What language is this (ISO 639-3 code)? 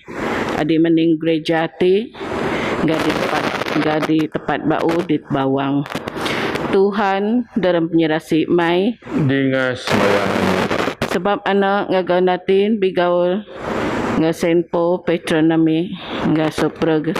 bth